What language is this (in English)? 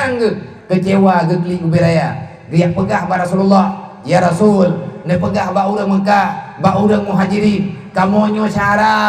Achinese